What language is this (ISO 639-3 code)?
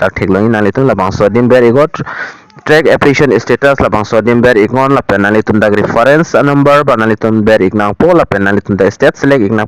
mjw